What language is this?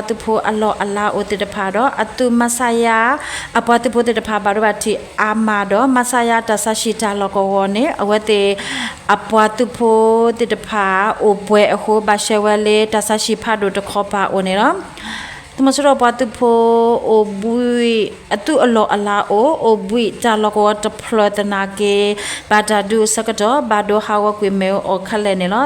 S'gaw Karen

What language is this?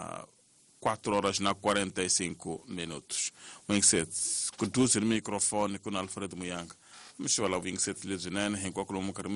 Tsonga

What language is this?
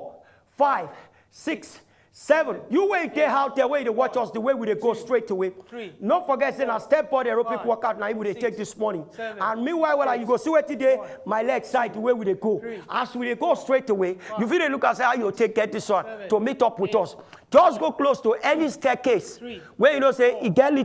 Nigerian Pidgin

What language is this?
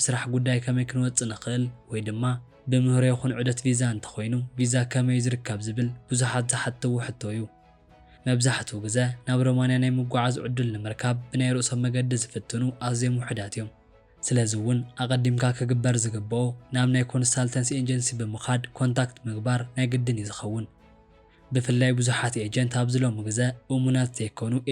Tigrinya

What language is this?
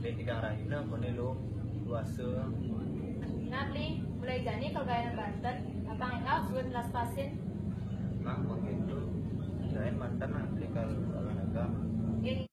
Balinese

